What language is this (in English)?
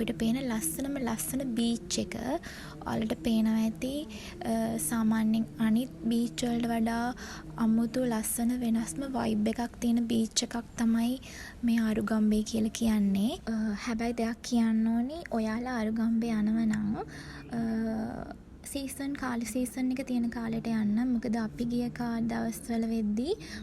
Sinhala